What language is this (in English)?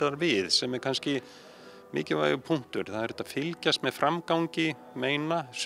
Icelandic